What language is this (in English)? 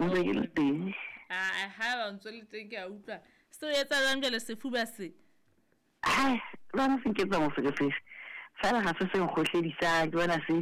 Southern Sotho